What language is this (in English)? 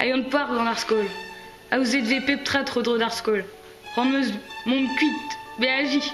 Breton